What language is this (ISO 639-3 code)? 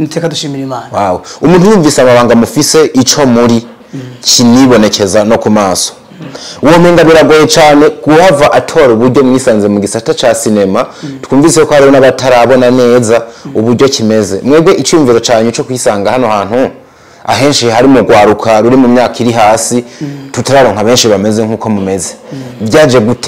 run